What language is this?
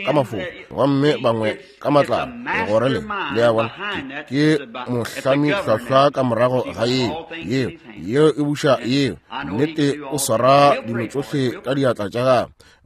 Northern Sotho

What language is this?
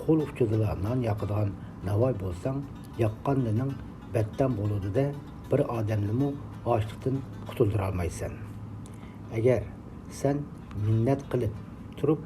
Uyghur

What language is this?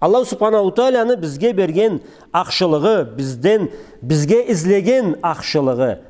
Karachay-Balkar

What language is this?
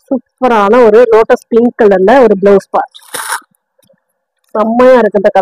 Tamil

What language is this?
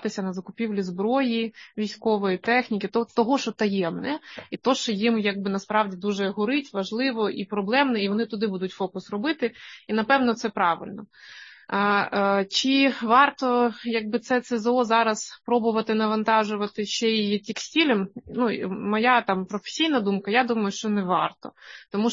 Ukrainian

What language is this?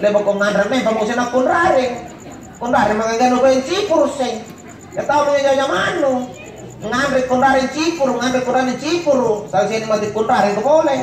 Makasar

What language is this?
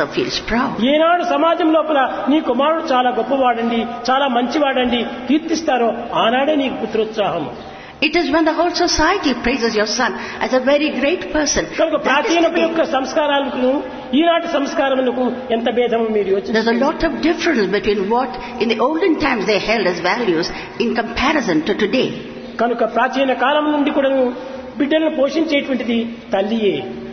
Telugu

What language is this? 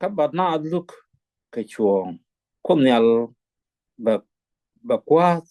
Nuer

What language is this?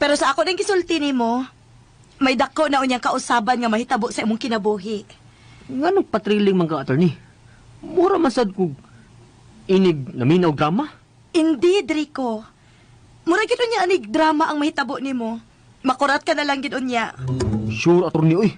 Cebuano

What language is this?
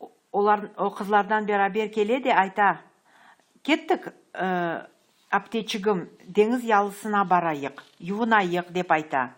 Crimean Tatar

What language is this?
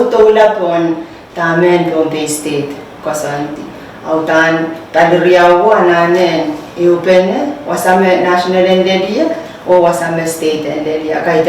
Pohnpeian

